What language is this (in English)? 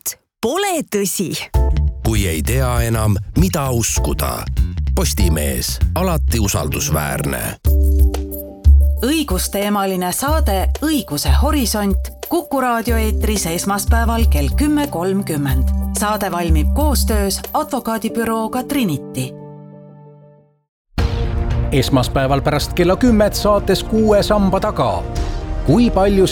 Estonian